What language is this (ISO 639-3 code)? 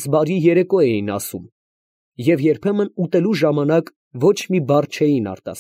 hye